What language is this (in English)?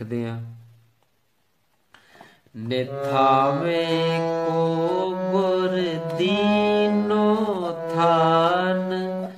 Punjabi